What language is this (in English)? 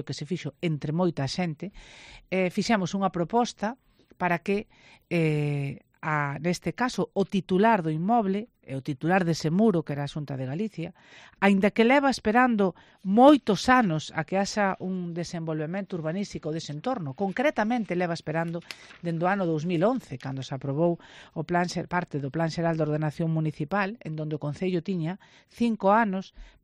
Galician